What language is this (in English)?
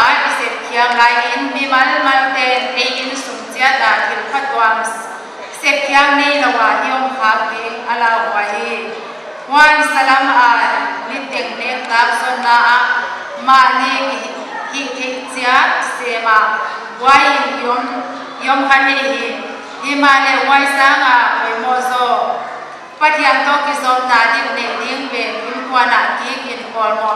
Paite Chin